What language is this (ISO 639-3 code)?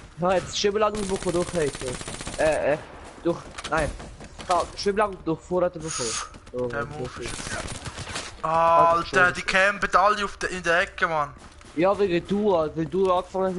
gsw